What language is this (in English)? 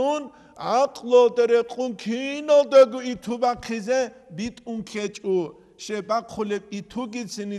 Avaric